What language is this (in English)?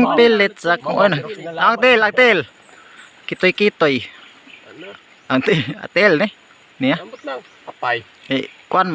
Cebuano